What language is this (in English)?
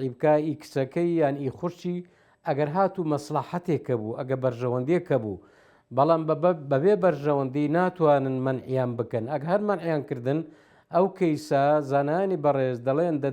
Central Kurdish